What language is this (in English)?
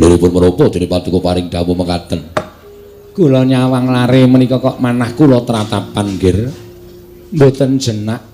Javanese